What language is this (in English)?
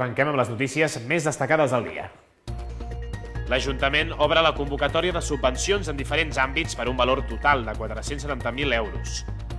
Catalan